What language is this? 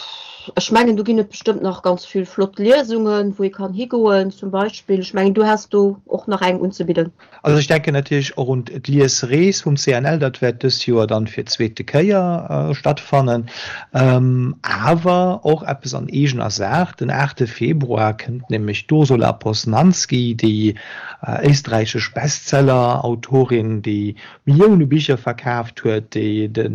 Luxembourgish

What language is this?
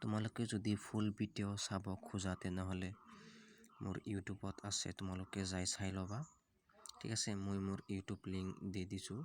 Assamese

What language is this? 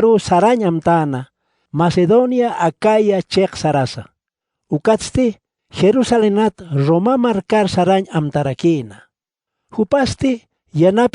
Aymara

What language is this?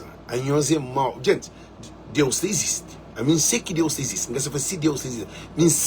Kabuverdianu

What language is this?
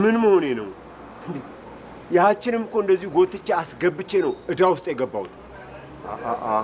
Amharic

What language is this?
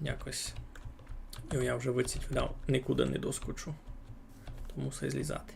Rusyn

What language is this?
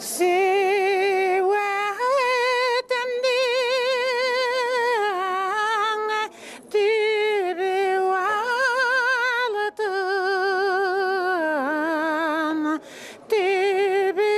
Bashkir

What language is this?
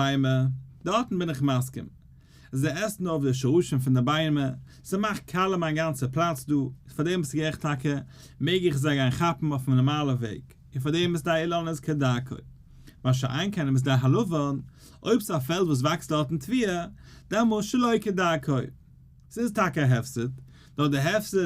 Yiddish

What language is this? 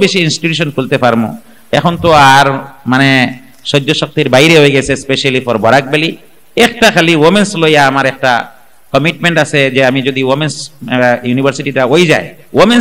Sylheti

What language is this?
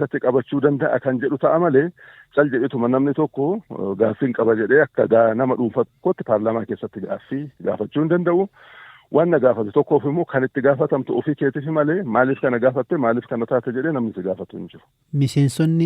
Oromo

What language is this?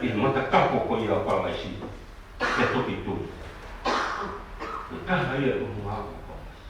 Tongan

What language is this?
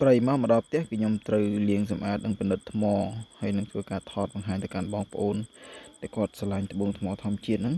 Khmer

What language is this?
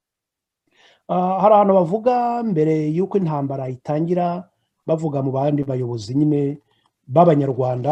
Kinyarwanda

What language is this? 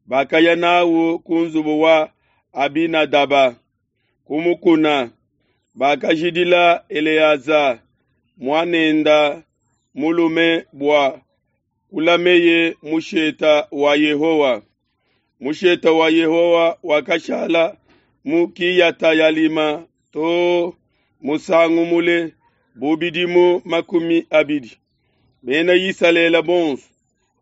Luba-Lulua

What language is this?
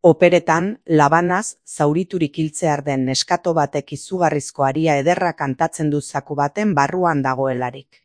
Basque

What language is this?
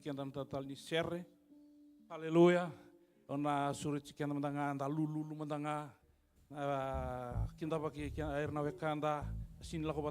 Fijian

